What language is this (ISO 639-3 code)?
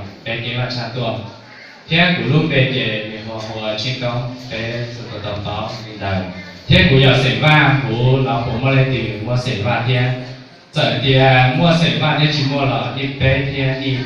hmn